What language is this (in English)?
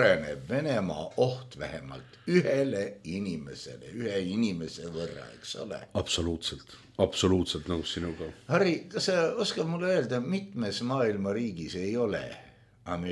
Estonian